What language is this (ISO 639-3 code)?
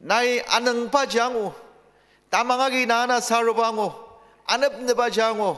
njo